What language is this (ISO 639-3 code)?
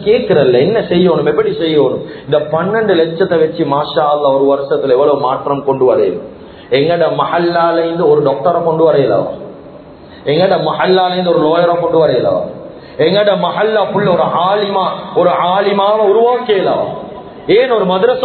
tam